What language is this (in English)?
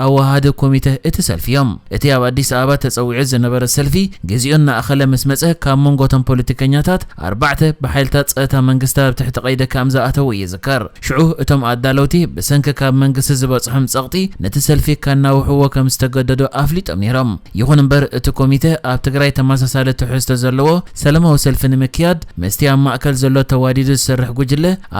Tigrinya